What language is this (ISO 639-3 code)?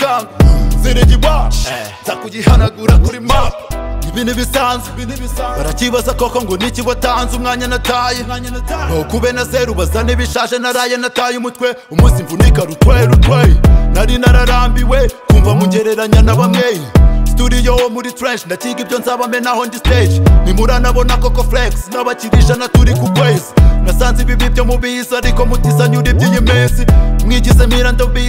kin